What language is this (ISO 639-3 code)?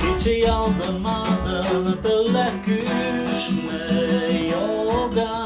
mrj